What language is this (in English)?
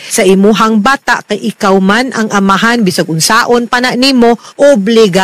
Cebuano